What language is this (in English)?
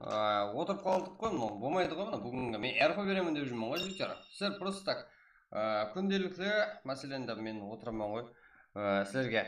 Kara-Kalpak